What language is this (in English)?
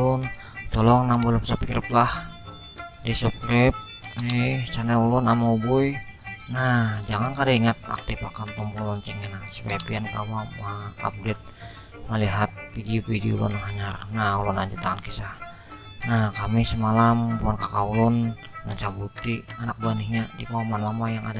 Banjar